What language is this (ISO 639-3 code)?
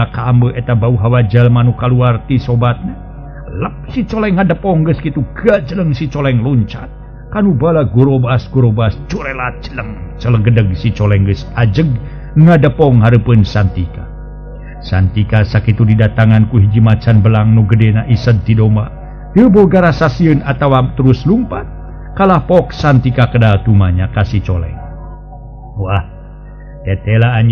sun